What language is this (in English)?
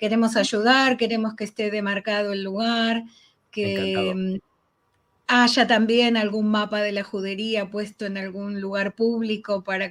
Ladino